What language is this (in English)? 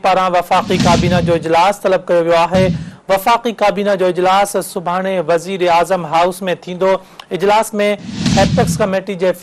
Sindhi